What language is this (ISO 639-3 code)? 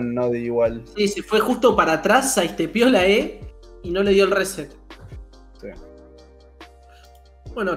spa